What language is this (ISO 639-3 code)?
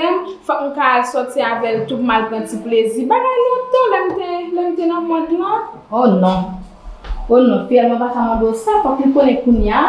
hat